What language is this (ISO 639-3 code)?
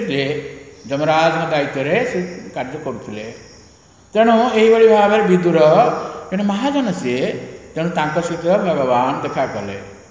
ori